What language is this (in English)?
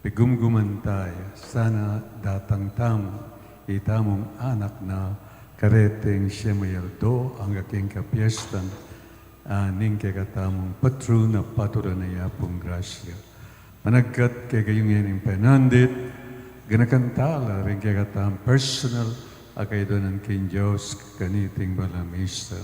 Pampanga